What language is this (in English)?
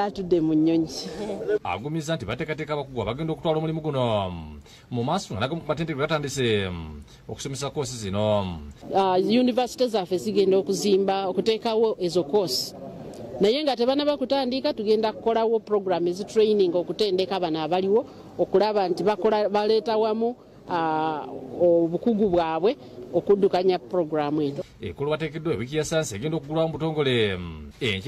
Ganda